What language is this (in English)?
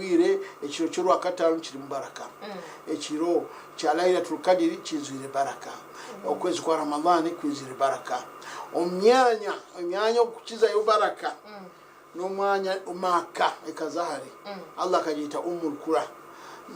Nyankole